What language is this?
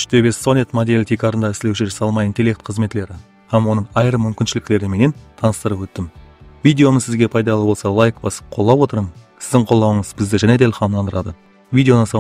Kara-Kalpak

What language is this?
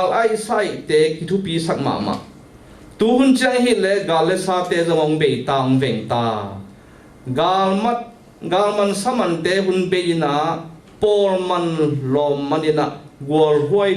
Tedim Chin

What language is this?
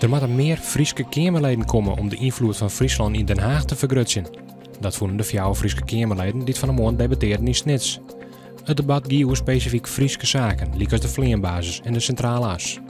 Western Frisian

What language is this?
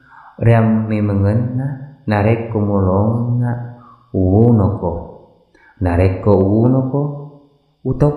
Buginese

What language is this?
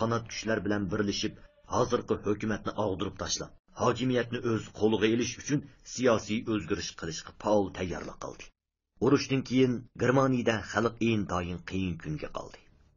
Uyghur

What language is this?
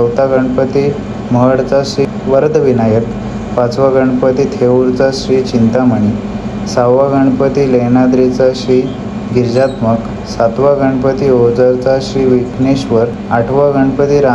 Marathi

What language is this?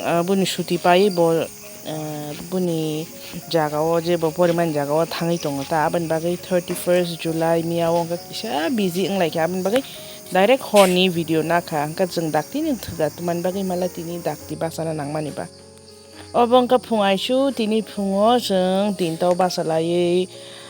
Kok Borok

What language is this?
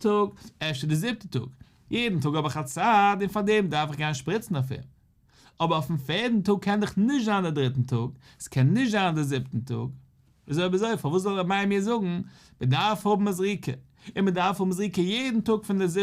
Yiddish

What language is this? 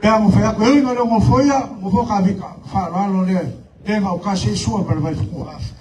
Samoan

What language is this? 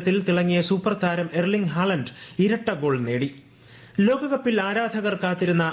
Malayalam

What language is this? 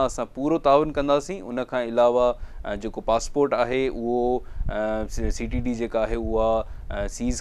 Sindhi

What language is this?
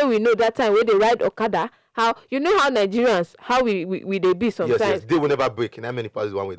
Nigerian Pidgin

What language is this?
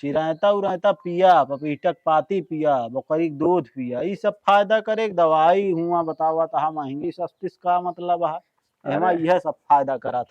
Awadhi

